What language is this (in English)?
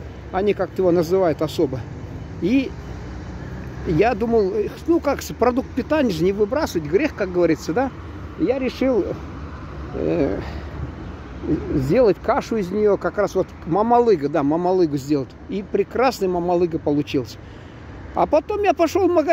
Russian